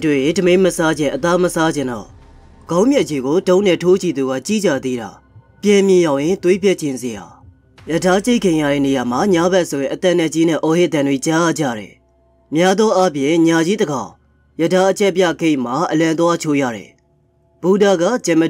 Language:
Burmese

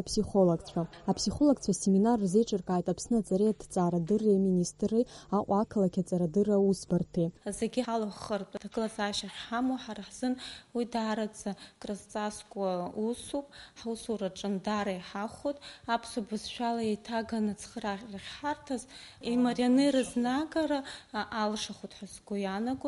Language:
Abkhazian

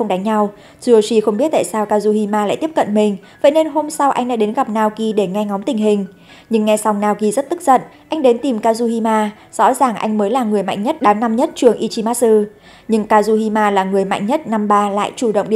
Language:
Vietnamese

